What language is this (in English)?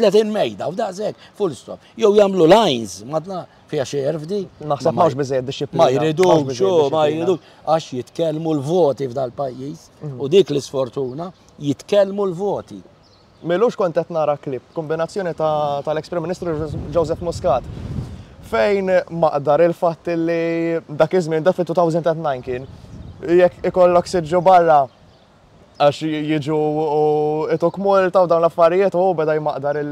Maltese